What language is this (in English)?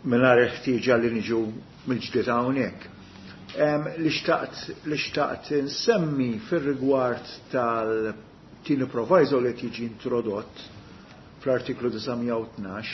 Maltese